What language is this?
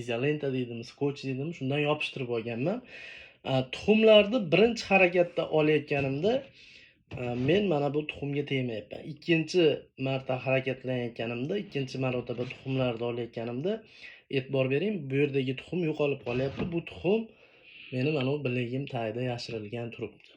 Uzbek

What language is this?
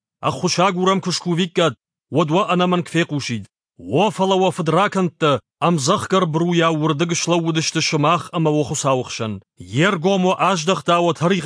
Ossetic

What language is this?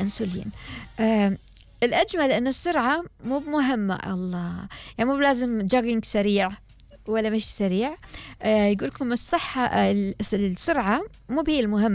Gulf Arabic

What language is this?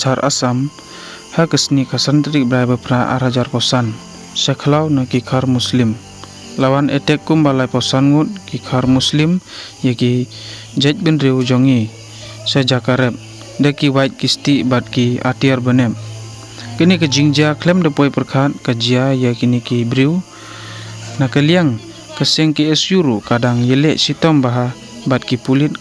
Khasi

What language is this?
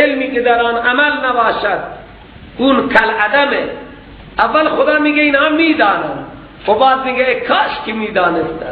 Persian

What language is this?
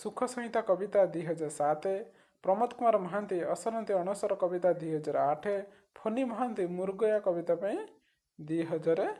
Odia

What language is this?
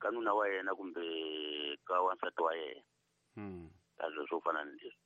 Tsonga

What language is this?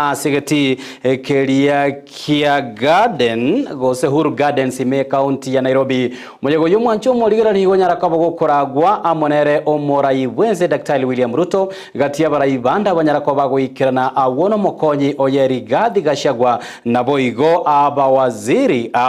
Gusii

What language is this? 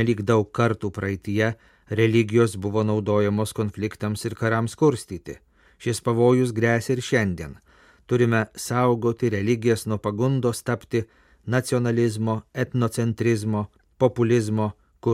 Lithuanian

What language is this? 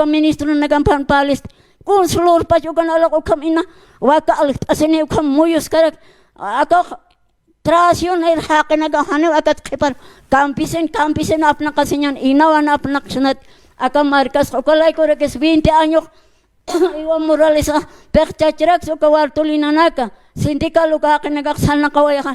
Aymara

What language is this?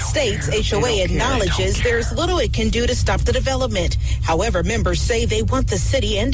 English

